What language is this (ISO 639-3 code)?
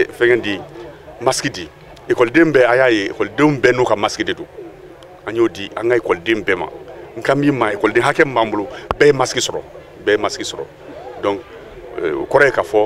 bam